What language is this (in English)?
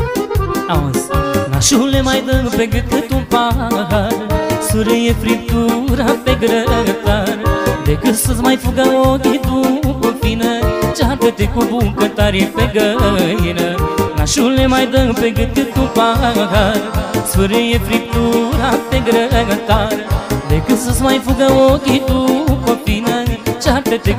Romanian